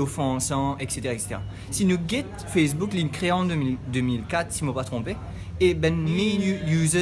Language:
Morisyen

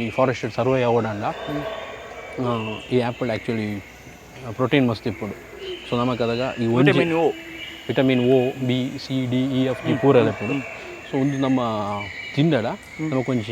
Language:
Tulu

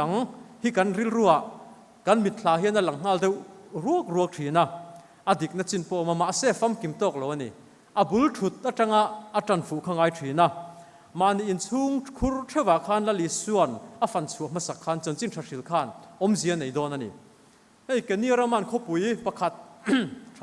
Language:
Mizo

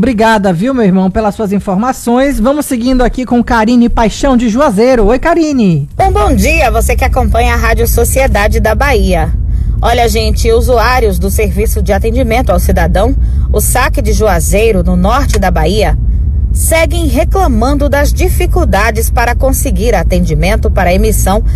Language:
Portuguese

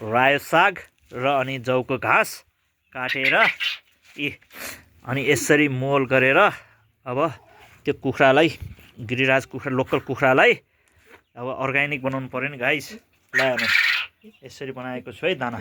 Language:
Nepali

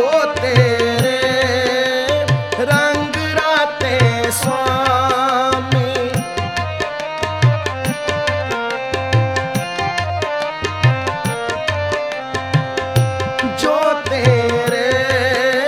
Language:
Punjabi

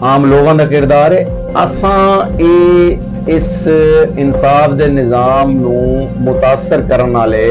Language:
Saraiki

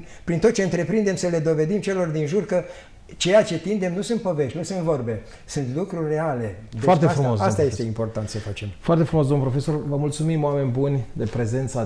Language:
Romanian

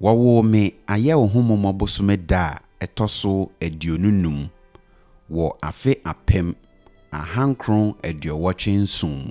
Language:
Akan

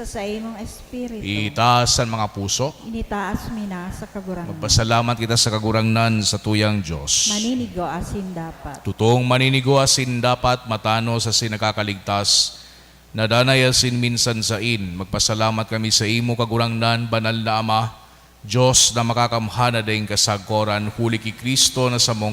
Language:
Bikol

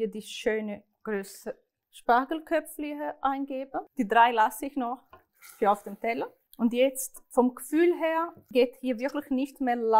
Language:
Swiss German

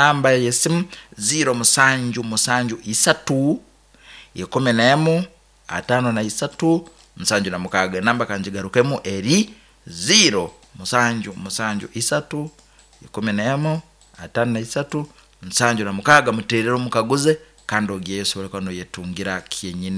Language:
Nyoro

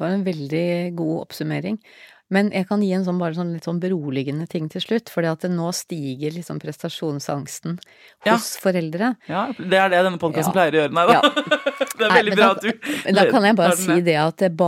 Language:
Norwegian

